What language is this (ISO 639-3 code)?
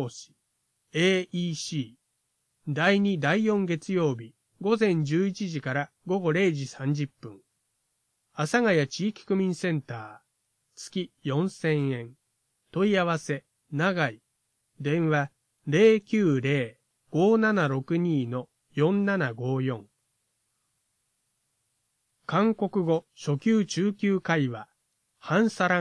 jpn